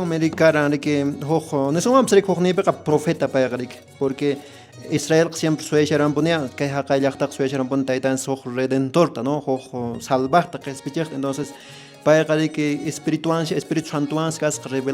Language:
Quechua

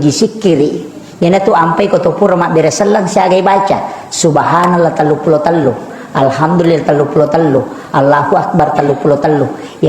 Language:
Buginese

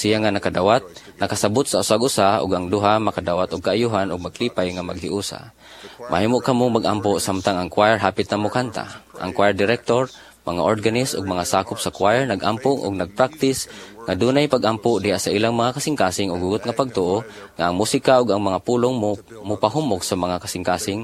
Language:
Cebuano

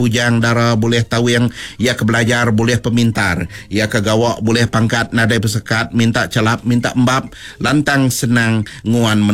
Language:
Iban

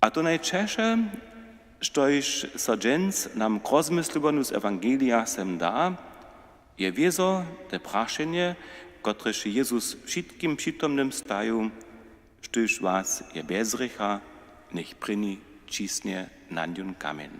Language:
Upper Sorbian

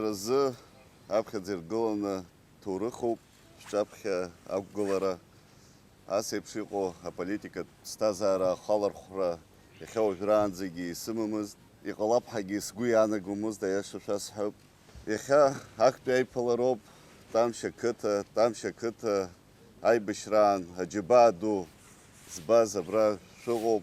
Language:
Abkhazian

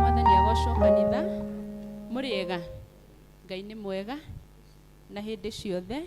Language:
Kikuyu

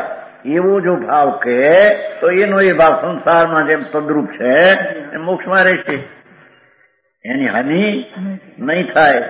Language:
Gujarati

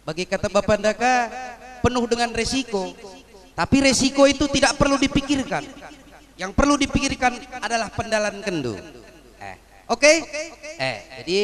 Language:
Batak Karo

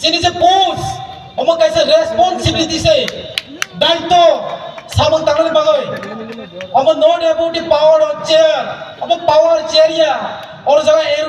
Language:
Kok Borok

